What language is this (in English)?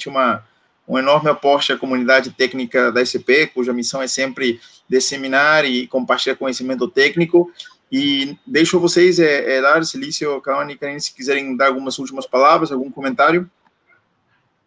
Portuguese